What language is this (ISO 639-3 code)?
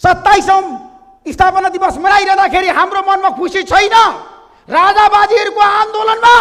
nep